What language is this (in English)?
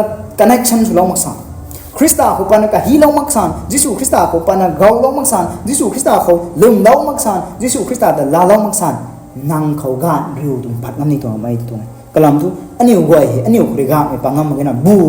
Rongmei Naga